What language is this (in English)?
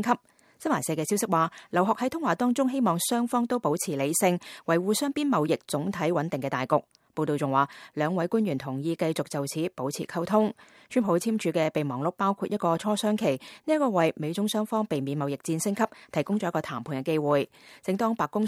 Cantonese